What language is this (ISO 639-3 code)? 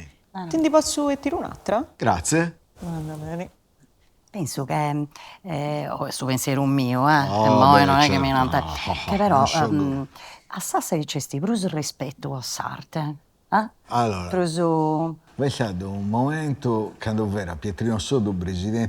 srd